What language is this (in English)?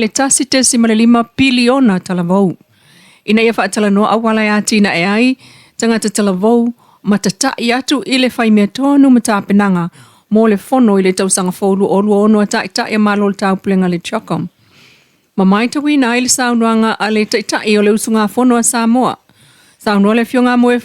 Samoan